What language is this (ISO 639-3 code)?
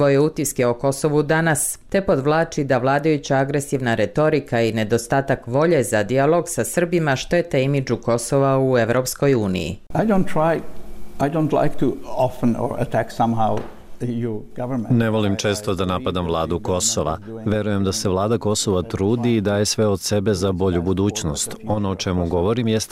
bos